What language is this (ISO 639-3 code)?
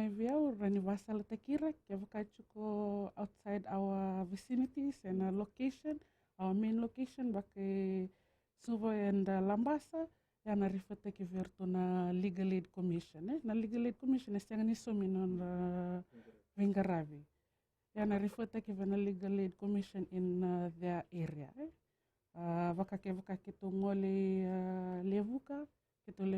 fij